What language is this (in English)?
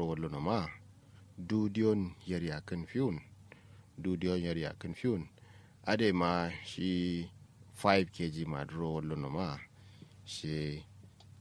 Kanuri